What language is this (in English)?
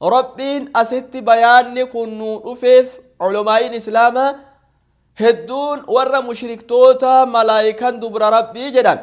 Oromo